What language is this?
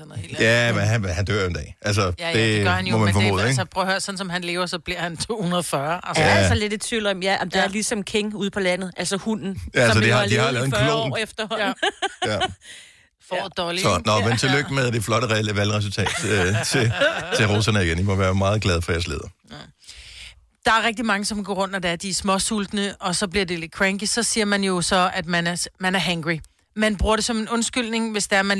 Danish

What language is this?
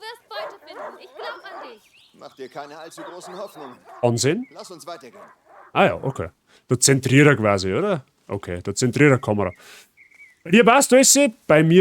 Bavarian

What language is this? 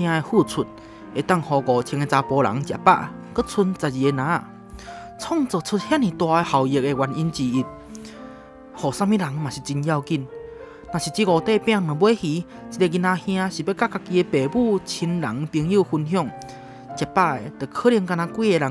Min Nan Chinese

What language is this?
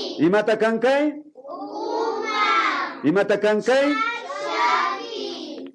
Imbabura Highland Quichua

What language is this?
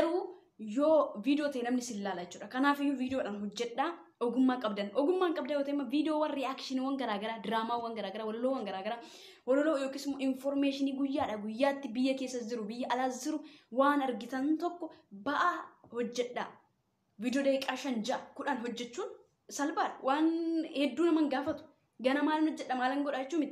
Oromo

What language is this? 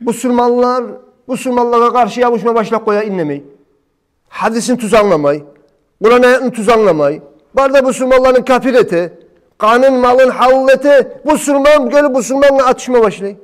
Kumyk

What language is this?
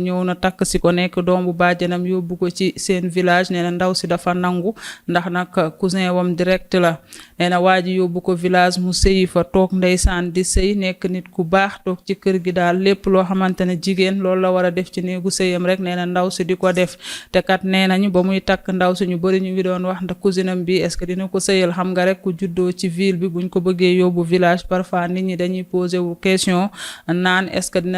Wolof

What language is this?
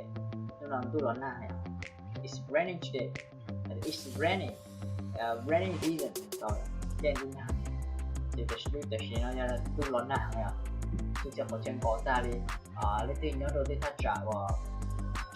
Hmong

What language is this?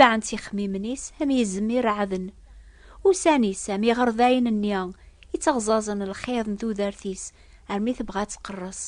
Kabyle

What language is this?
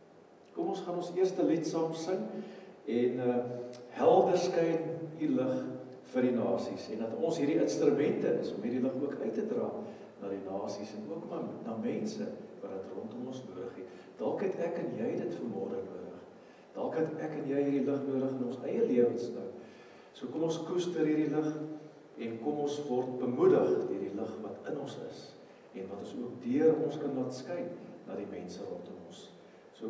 Afrikaans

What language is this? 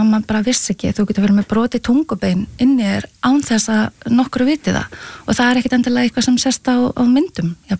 Icelandic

